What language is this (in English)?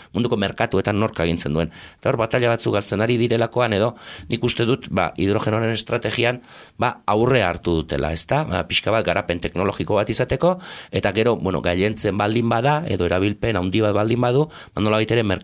Basque